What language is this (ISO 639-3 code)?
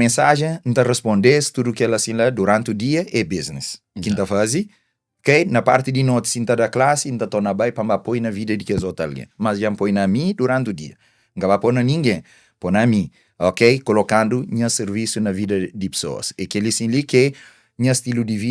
kea